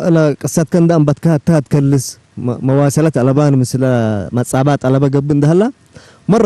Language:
Tigre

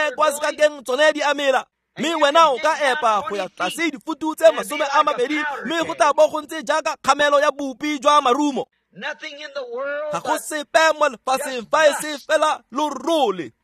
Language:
Tswana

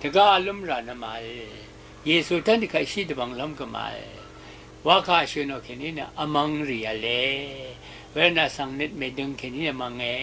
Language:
Rawang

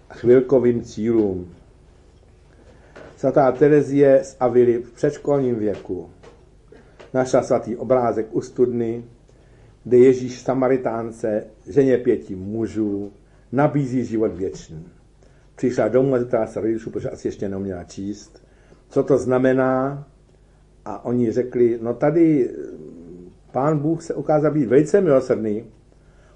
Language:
Czech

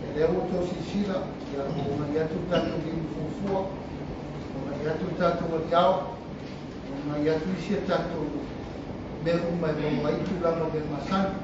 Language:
Samoan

